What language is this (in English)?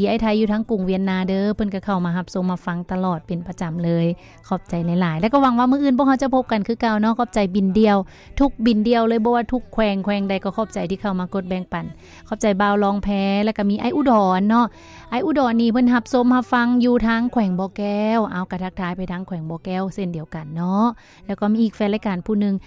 Lao